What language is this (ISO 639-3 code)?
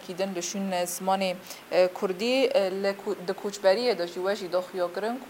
kur